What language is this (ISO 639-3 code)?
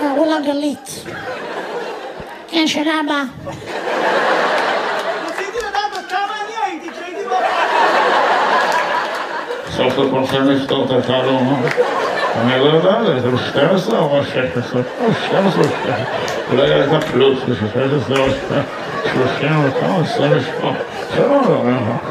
heb